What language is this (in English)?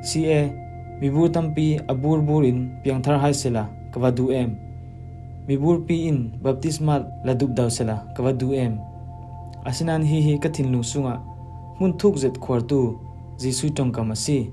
Falam Chin